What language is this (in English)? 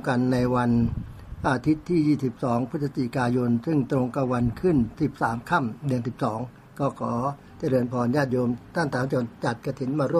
Thai